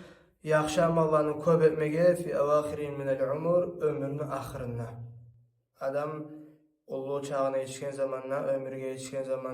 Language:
Kumyk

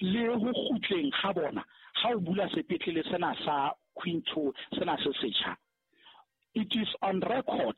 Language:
Southern Sotho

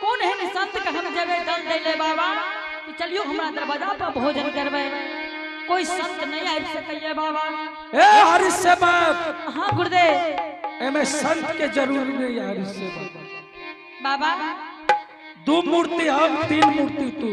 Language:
Angika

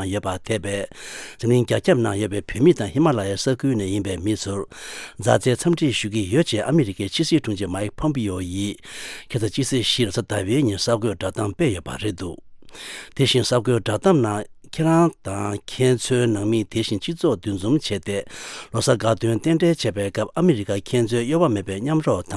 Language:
Tibetan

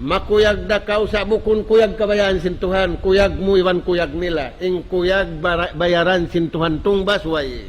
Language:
Tausug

